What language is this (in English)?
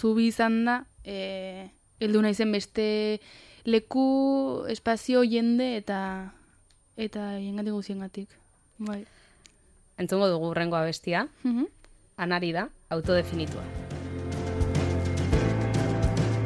Basque